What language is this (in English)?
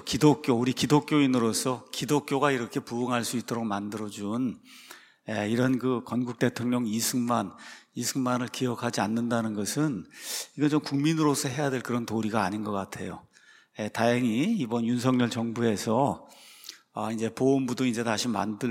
Korean